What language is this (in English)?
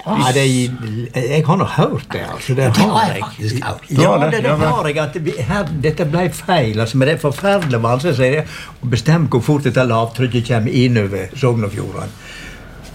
Norwegian